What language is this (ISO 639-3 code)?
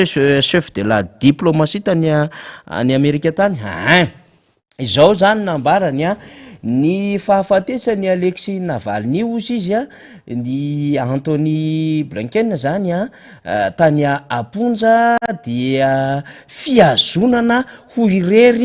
mlg